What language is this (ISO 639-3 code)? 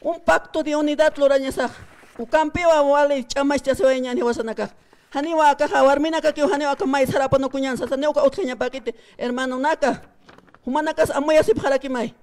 aym